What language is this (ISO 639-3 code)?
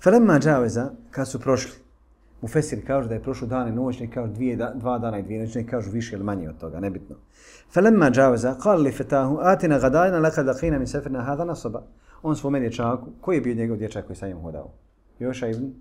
bos